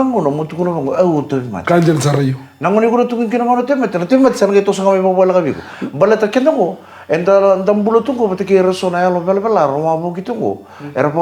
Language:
Fijian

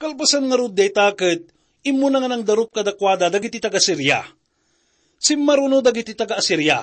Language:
Iloko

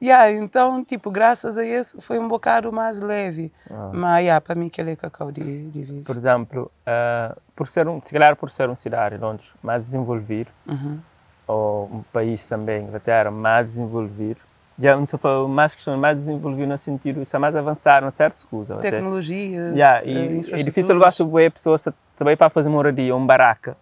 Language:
Kabuverdianu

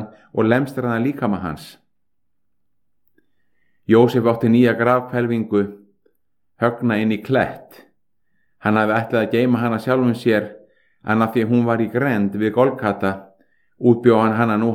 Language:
Icelandic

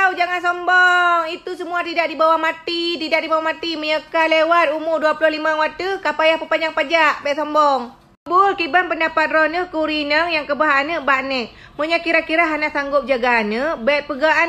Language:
Achinese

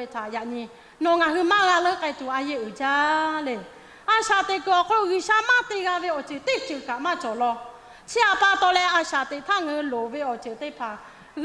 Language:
Lahu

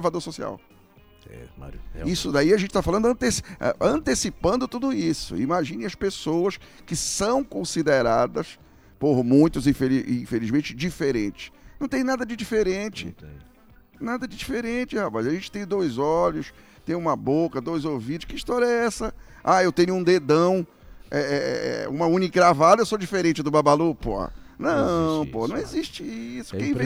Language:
Portuguese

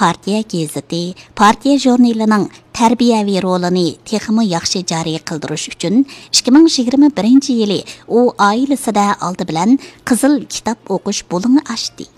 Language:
Uyghur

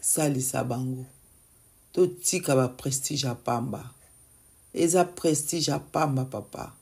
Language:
Lingala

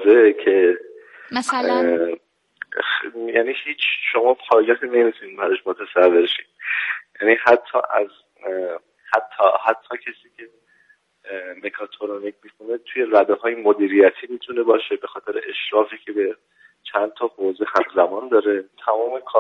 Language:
Persian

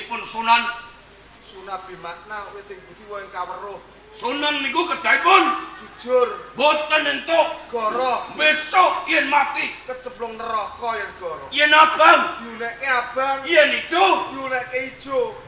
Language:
Javanese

